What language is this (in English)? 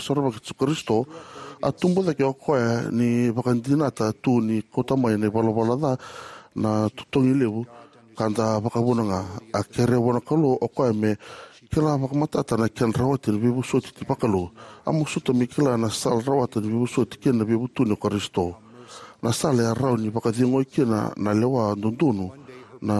Fijian